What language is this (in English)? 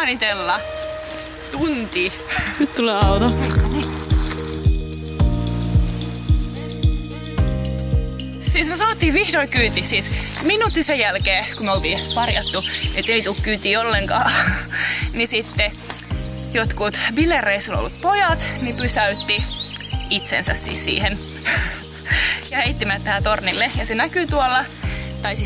Finnish